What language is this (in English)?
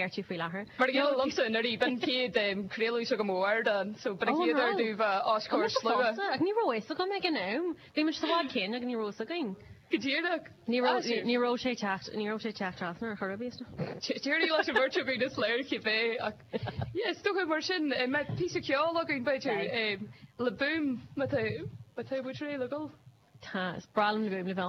Irish